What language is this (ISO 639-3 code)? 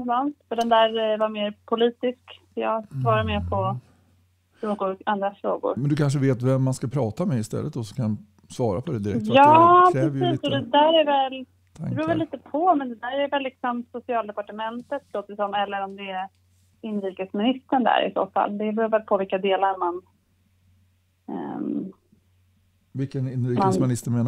swe